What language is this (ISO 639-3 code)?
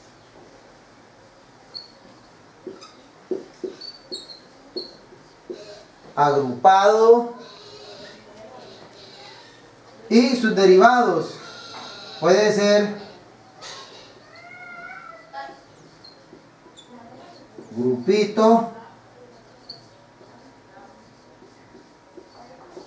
spa